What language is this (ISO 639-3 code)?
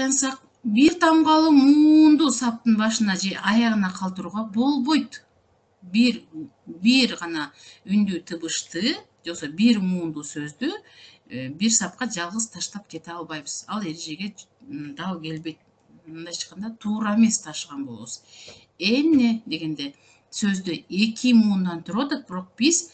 kir